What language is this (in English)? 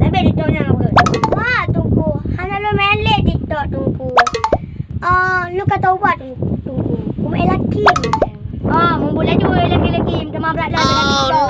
Achinese